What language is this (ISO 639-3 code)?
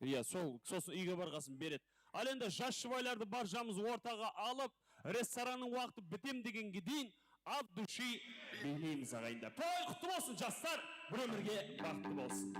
kaa